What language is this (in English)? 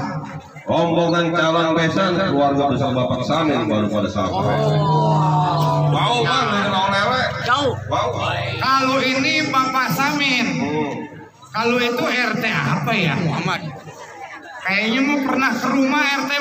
Betawi